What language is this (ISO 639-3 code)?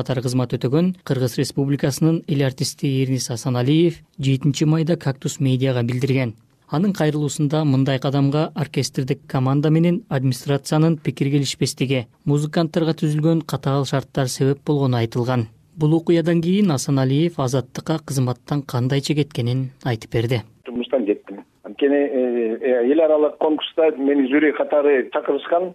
kir